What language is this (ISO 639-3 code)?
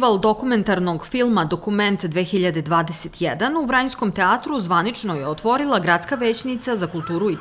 srp